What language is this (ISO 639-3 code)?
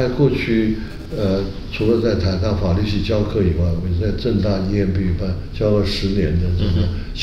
zho